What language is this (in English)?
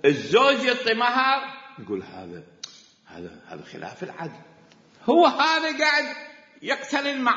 Mesopotamian Arabic